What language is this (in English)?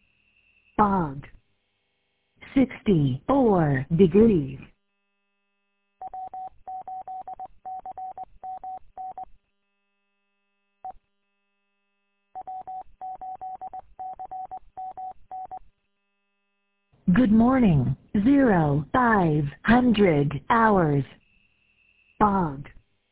English